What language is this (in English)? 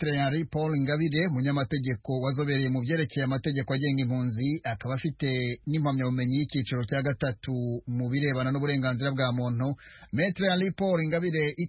Kinyarwanda